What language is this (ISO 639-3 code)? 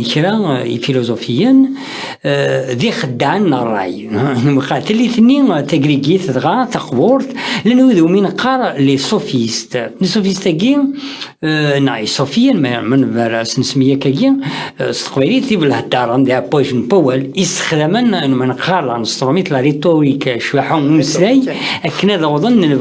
kab